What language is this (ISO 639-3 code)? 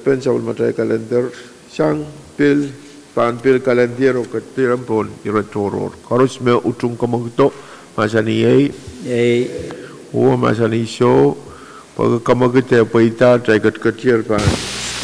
pon